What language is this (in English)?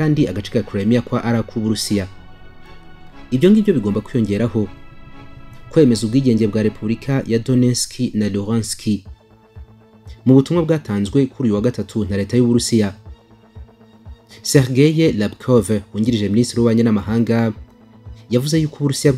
Kinyarwanda